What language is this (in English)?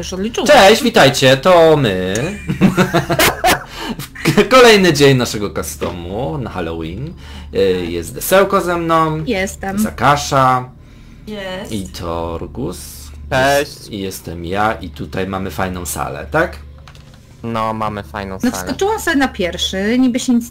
Polish